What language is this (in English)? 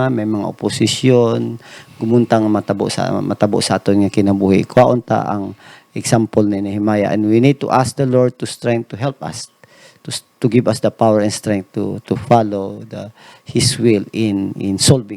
Hiligaynon